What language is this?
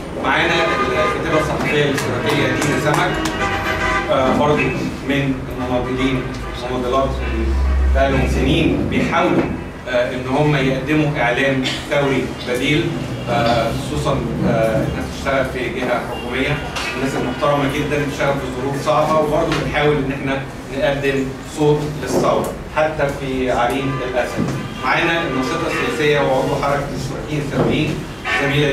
Egyptian Arabic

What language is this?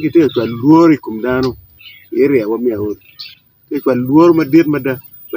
Acoli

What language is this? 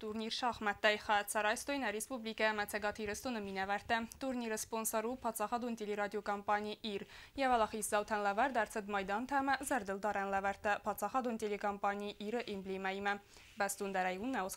Ossetic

